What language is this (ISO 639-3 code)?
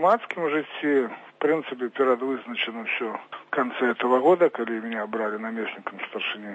bel